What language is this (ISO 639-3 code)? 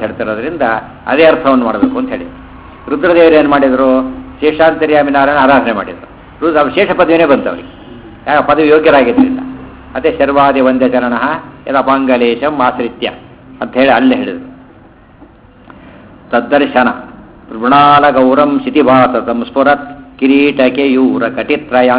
kan